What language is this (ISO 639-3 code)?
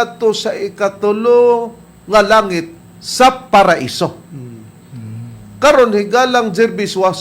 ceb